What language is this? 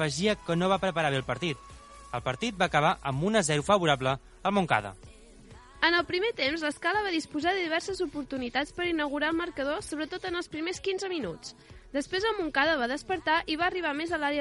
Catalan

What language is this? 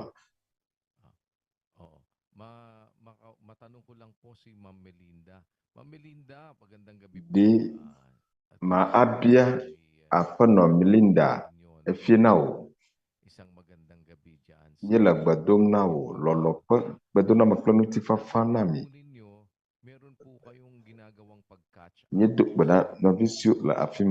Ewe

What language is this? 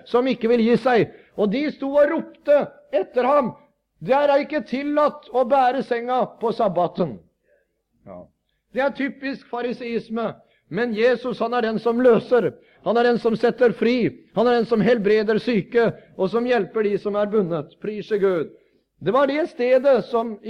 Norwegian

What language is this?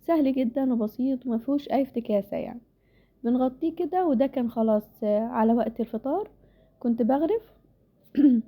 Egyptian Arabic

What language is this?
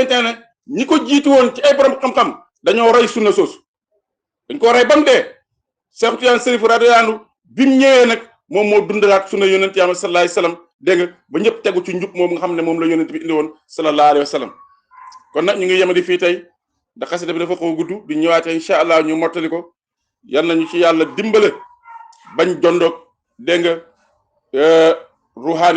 Wolof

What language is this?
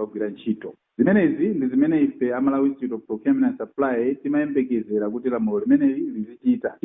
Nyanja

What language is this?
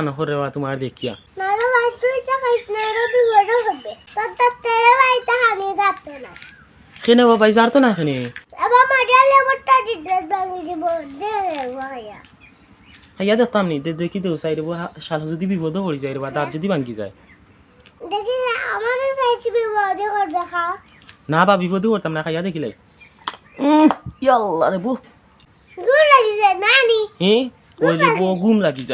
Sylheti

